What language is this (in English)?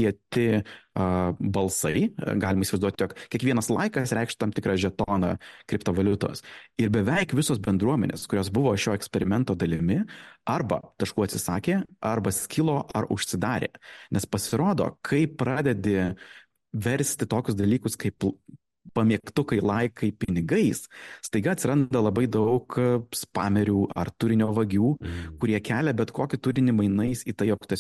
Lithuanian